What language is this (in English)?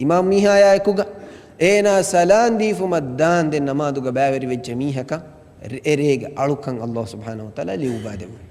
Divehi